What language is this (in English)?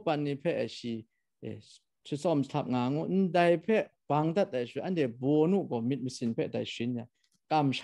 Kachin